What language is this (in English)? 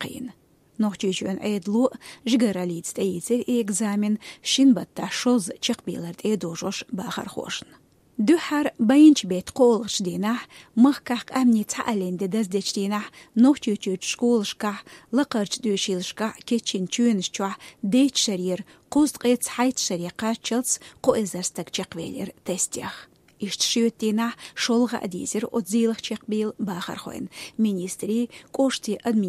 Chechen